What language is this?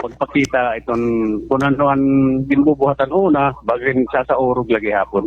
Waray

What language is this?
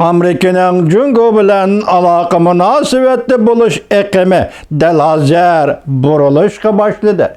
Uyghur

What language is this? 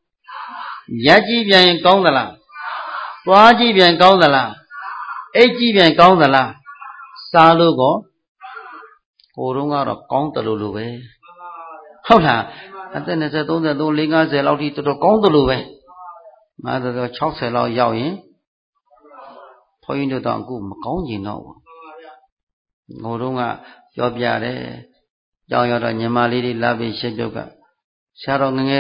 Burmese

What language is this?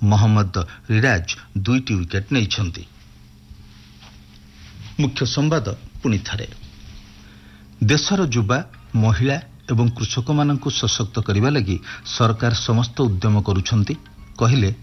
Odia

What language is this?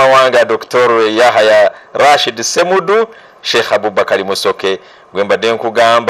Ganda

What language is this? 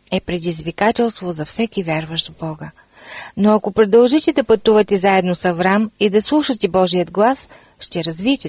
Bulgarian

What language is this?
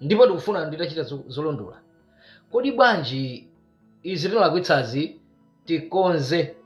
Nyanja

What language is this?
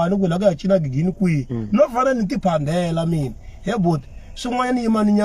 Tsonga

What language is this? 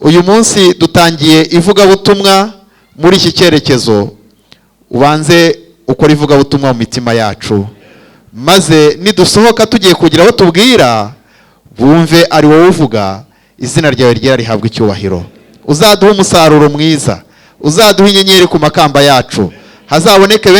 Kinyarwanda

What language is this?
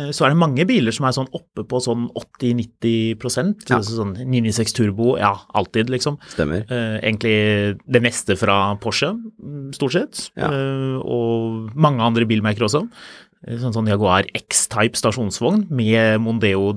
Norwegian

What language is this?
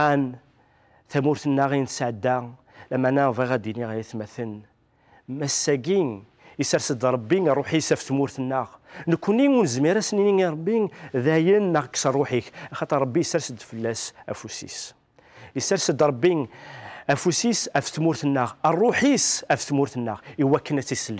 Kabyle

